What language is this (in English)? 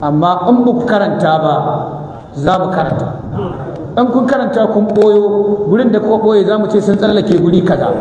Hausa